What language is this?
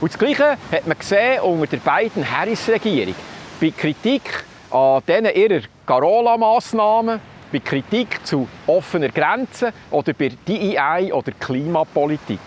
Swiss German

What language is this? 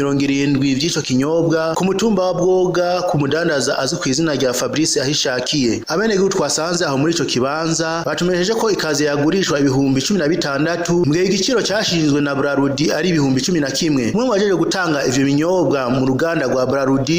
Rundi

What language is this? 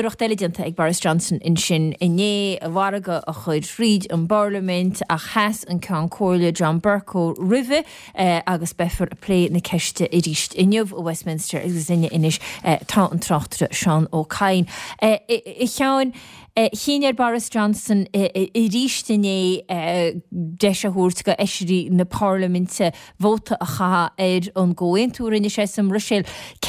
Irish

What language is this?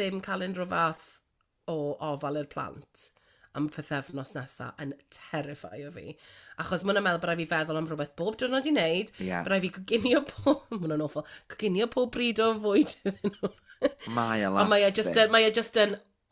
Welsh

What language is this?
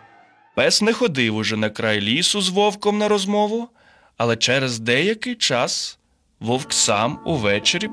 Ukrainian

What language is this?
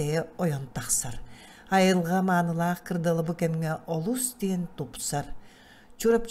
Yakut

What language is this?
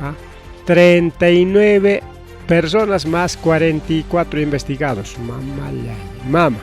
Ayacucho Quechua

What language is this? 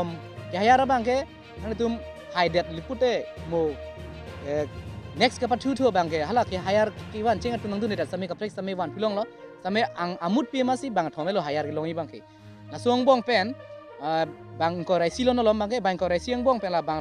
Karbi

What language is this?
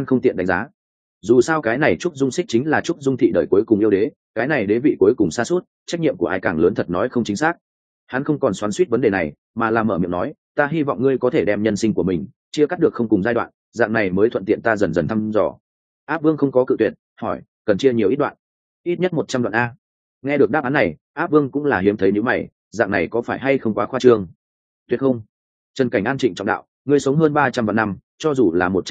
Vietnamese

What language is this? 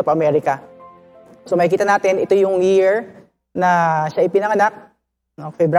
Filipino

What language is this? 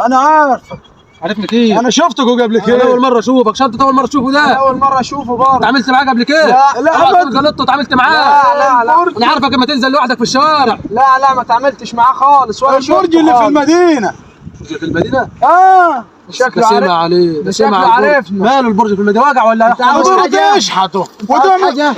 Egyptian Arabic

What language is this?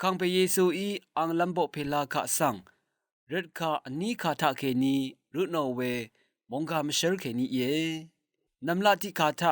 Rawang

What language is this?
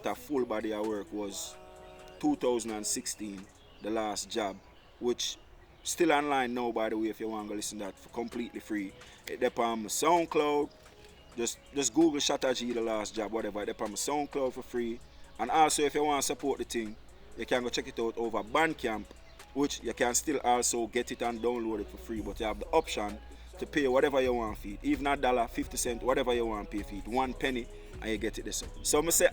Jamaican Creole English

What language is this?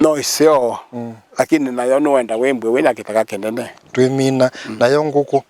Kamba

